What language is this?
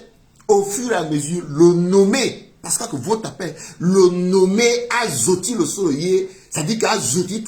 Sango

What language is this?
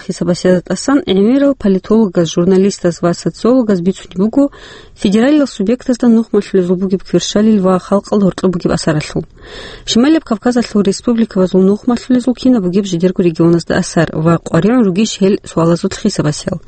Avaric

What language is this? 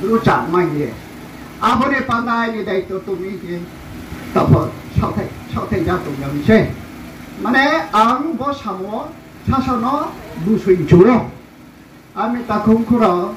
Riang (India)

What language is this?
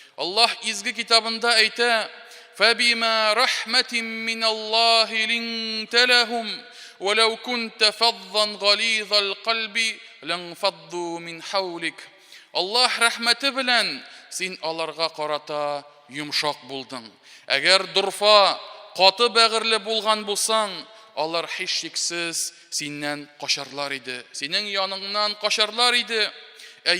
Tatar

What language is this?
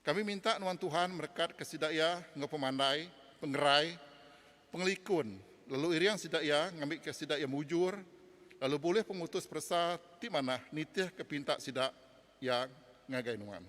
Iban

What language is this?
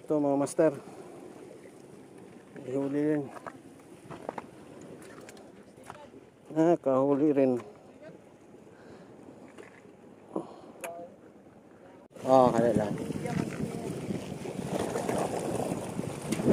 Filipino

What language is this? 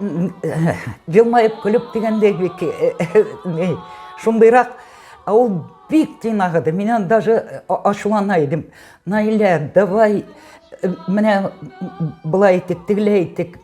Tatar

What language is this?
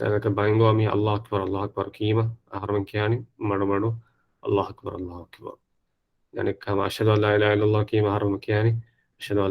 Divehi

